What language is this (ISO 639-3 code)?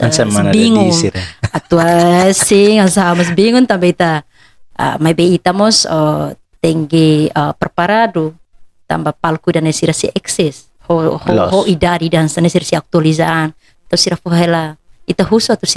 tet